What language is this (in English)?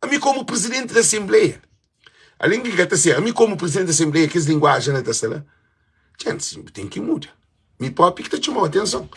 Kabuverdianu